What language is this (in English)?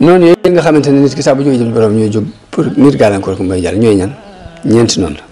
Wolof